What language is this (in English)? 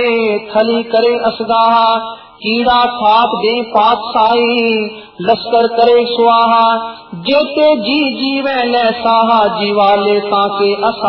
Punjabi